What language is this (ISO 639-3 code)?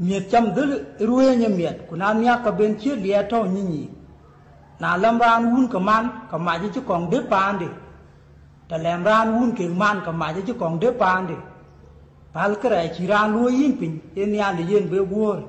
din